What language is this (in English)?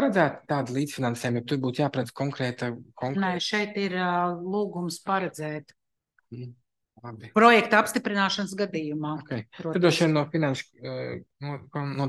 Latvian